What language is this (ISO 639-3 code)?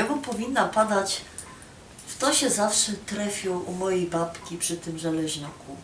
szl